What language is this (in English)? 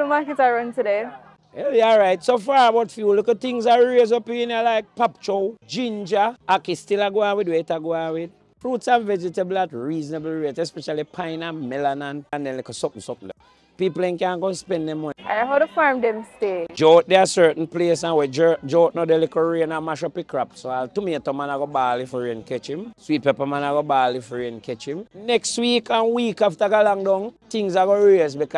Jamaican Creole English